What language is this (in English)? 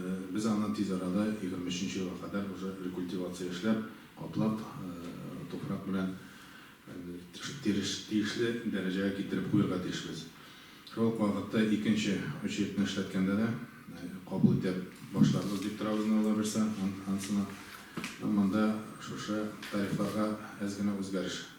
Tatar